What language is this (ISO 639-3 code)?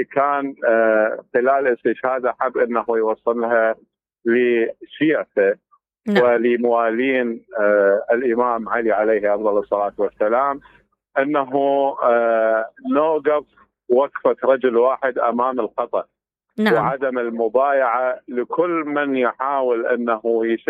acm